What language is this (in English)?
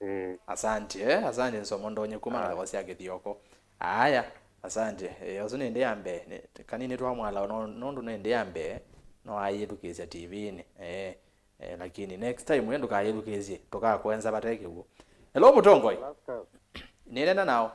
Kamba